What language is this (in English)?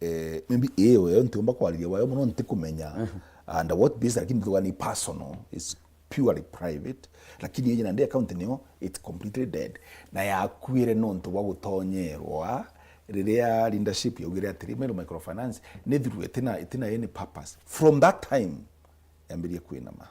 Meru